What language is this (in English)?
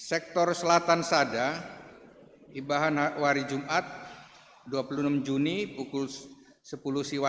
Batak Karo